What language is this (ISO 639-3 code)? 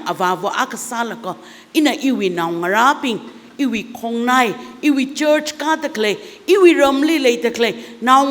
nmf